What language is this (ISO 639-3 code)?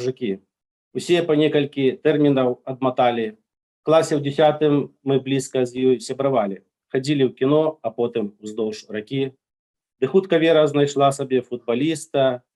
bel